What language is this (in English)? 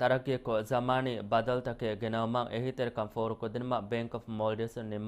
Divehi